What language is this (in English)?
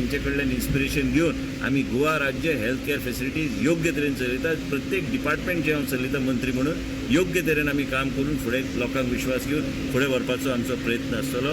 Konkani